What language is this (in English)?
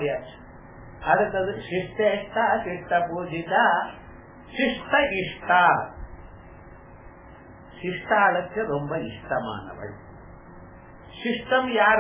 Tamil